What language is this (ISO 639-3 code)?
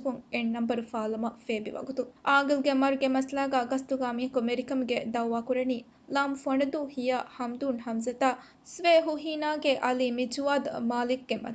div